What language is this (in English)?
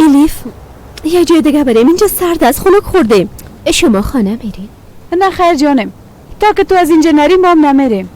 Persian